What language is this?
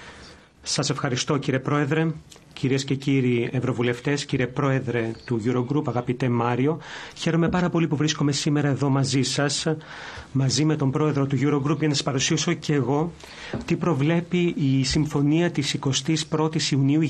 Greek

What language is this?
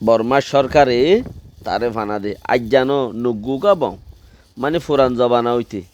Rohingya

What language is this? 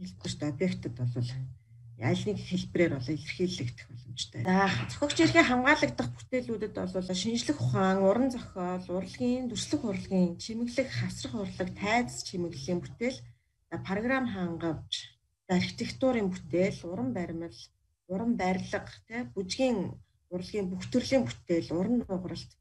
Mongolian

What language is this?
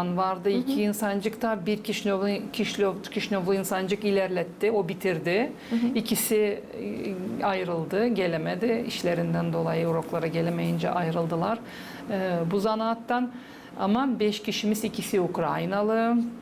Gagauz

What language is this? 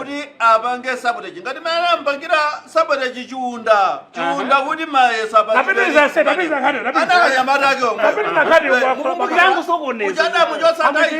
Nyanja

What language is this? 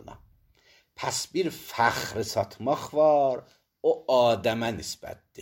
Azerbaijani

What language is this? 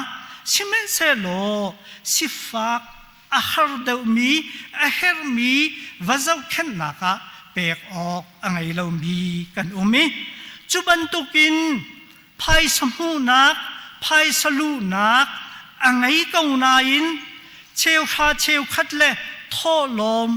Hakha Chin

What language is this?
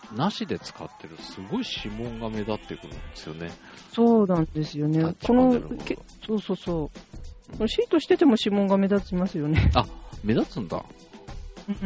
Japanese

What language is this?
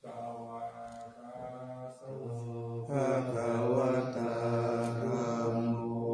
Pali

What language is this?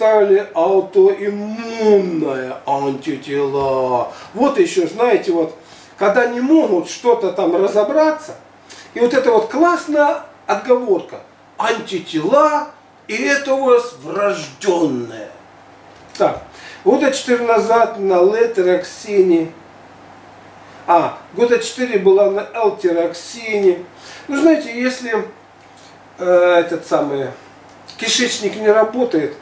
Russian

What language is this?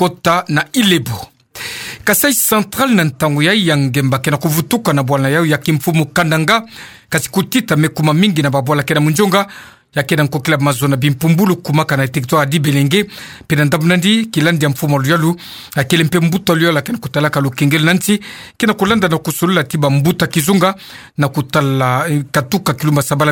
Kituba (Democratic Republic of Congo)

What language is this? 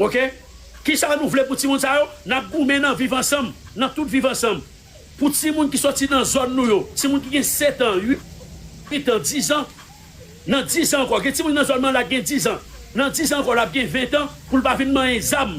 Haitian Creole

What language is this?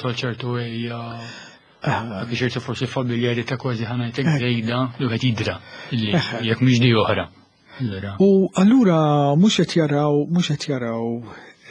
Maltese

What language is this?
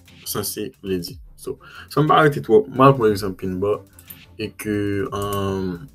Haitian Creole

